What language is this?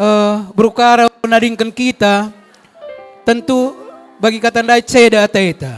Batak Karo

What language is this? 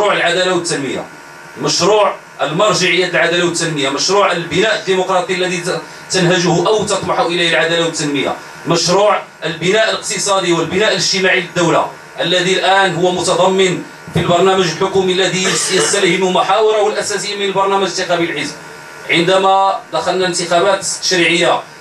Moroccan Arabic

